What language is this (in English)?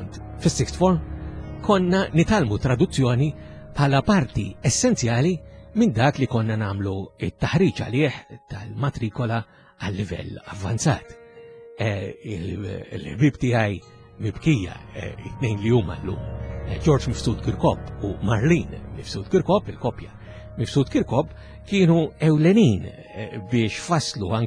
Maltese